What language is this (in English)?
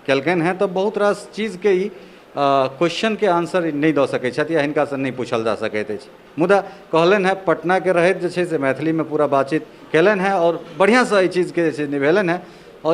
Maithili